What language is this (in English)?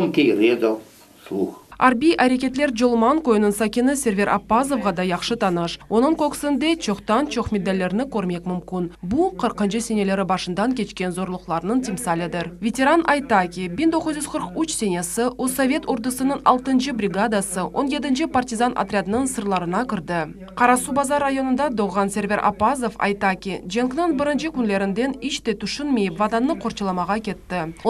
Crimean Tatar